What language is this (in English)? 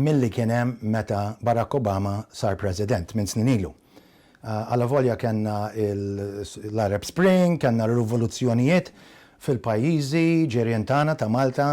Maltese